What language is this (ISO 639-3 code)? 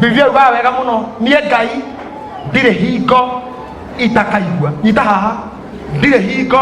kik